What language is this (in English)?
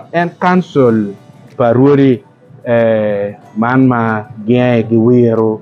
Acoli